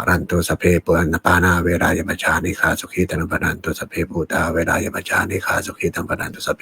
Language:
Pali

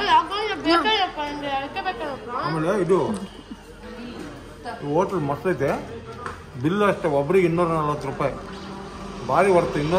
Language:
Kannada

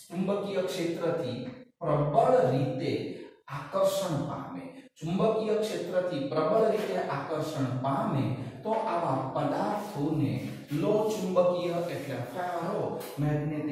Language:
Gujarati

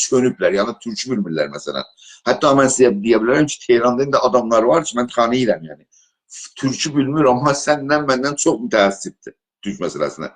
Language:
South Azerbaijani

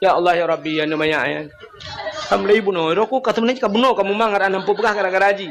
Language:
Achinese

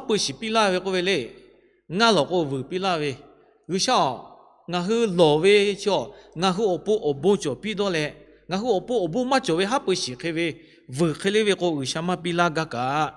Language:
Lahu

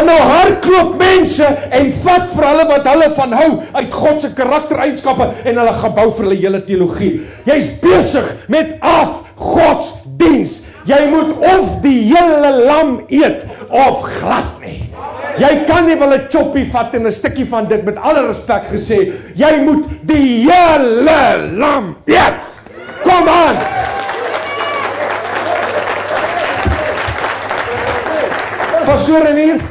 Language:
Afrikaans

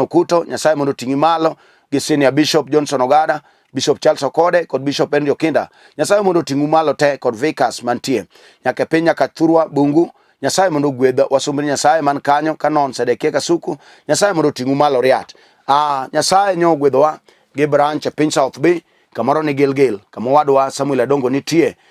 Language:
Luo (Kenya and Tanzania)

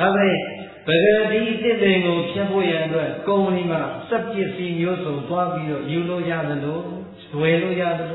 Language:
Burmese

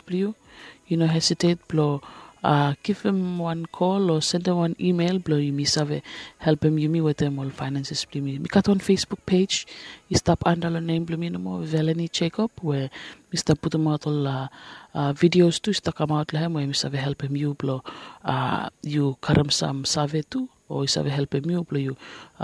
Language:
Bislama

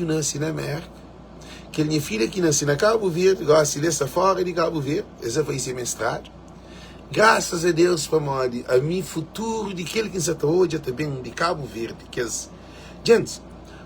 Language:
Kabuverdianu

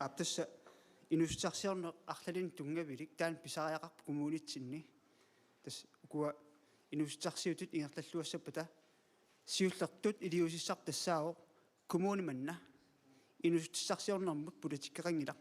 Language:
Kalaallisut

